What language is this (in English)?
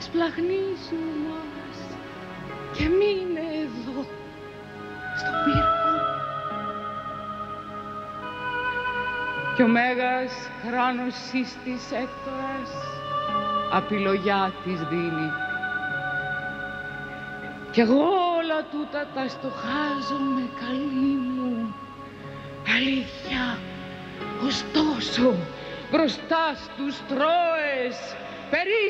Greek